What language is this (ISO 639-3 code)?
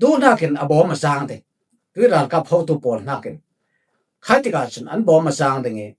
cfm